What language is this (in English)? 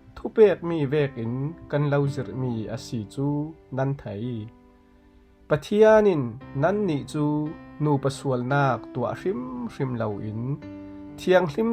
Falam Chin